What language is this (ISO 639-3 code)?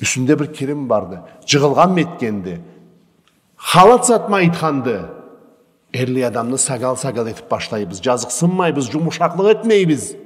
krc